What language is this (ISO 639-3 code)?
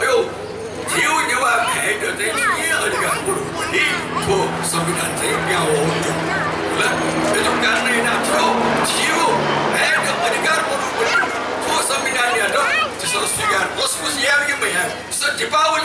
new